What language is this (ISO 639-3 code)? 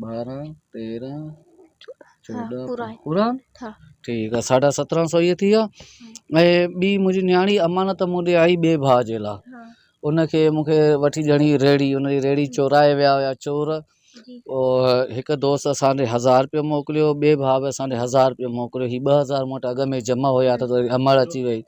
snd